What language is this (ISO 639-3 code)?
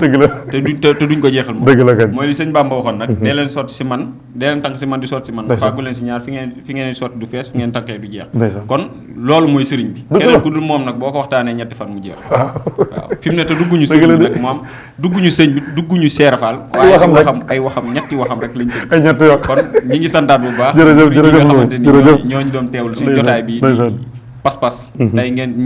wol